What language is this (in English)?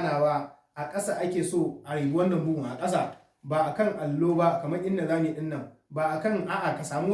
Hausa